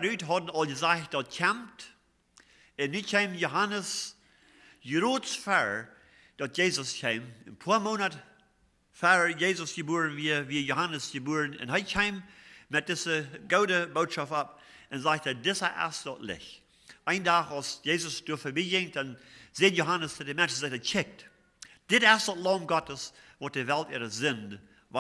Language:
Plautdietsch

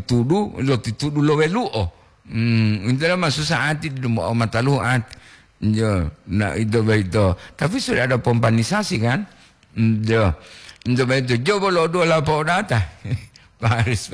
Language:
Gorontalo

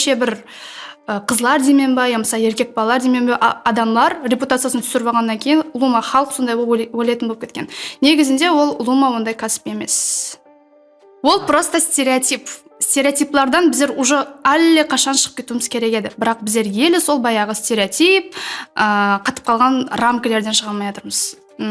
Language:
Kara-Kalpak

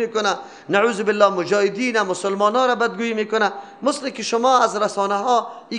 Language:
Persian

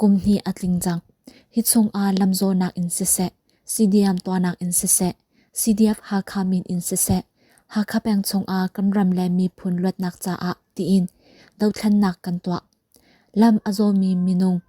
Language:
Hakha Chin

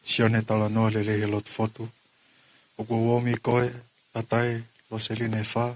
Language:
Tongan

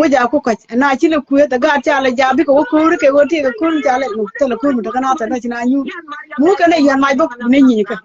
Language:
Nuer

